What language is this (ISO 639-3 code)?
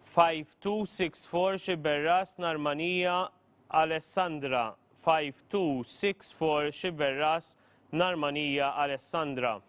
eng